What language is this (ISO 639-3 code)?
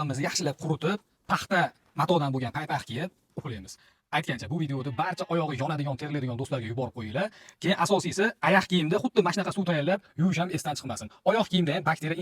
uzb